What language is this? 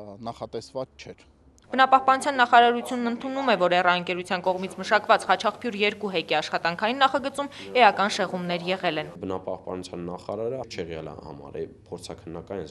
Armenian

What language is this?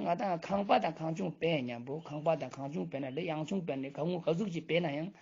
Ladakhi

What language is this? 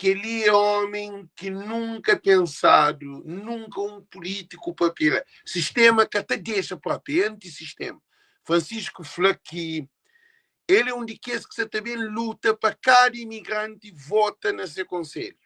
Kabuverdianu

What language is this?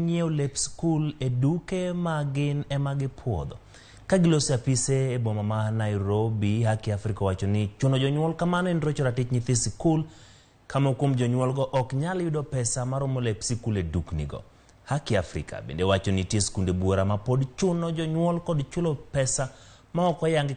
Luo (Kenya and Tanzania)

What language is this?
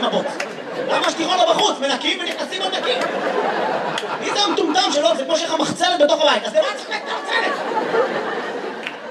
Hebrew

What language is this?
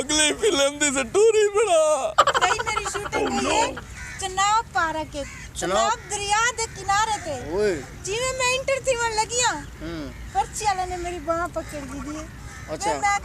Saraiki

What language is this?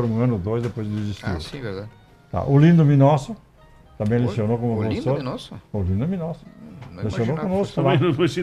Portuguese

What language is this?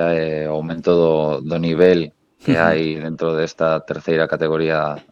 Galician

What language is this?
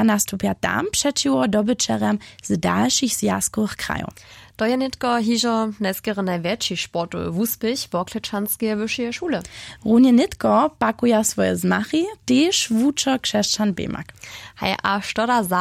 Upper Sorbian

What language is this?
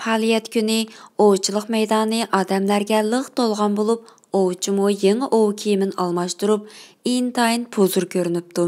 Uyghur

